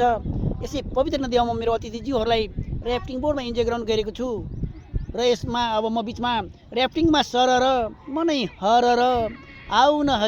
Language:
Nepali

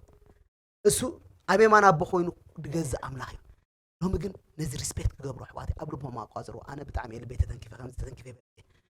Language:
Tigrinya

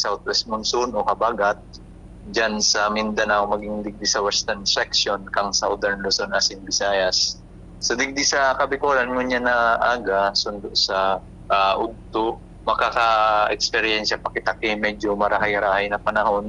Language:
Bikol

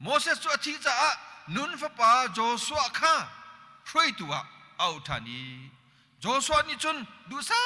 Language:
Hakha Chin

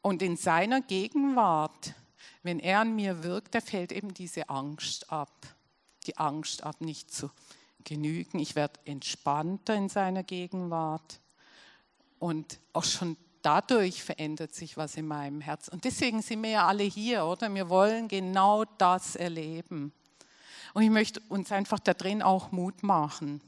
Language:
Swiss German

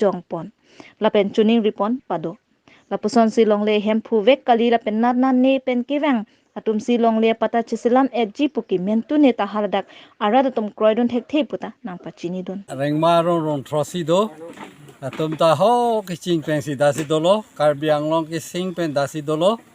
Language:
Karbi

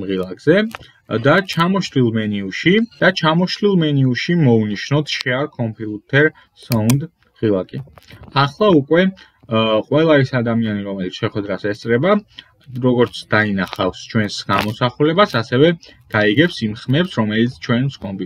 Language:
Georgian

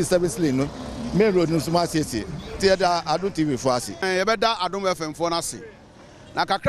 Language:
Akan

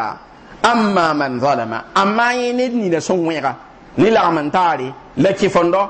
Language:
Mossi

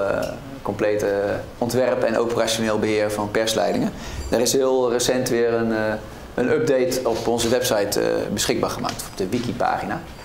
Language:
Dutch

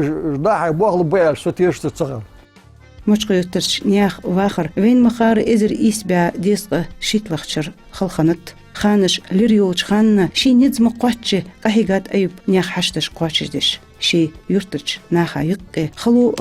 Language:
Ingush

